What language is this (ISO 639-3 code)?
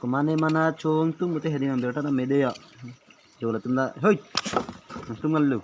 mjw